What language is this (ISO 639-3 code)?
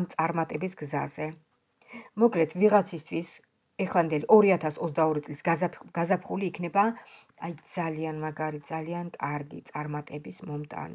kat